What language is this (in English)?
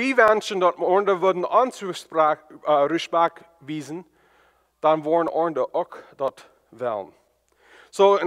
Plautdietsch